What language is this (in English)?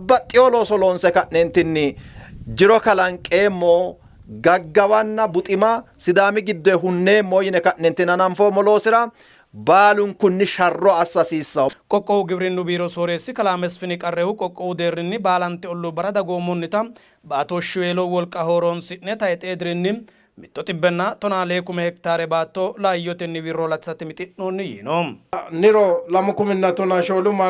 Sidamo